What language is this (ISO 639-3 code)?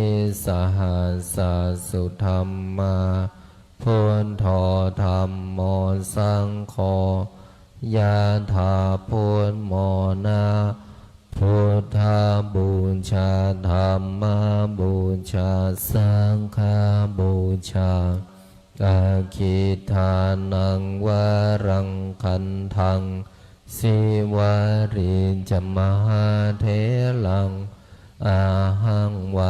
pli